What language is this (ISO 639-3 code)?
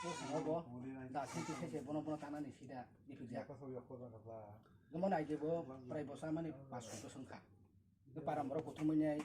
trp